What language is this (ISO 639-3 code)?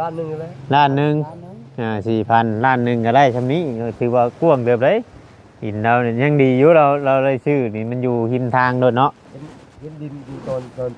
tts